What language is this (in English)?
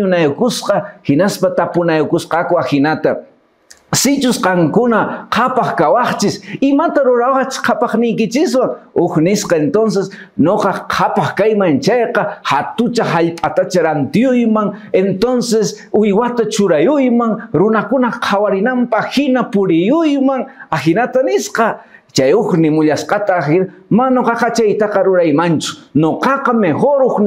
Quechua